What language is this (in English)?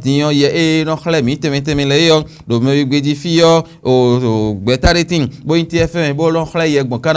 Fon